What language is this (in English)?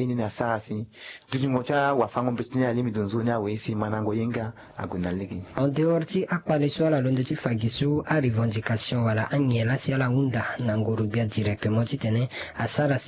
Sango